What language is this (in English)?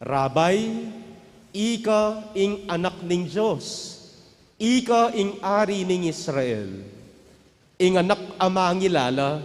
Pampanga